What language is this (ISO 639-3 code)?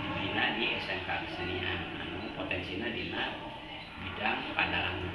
sun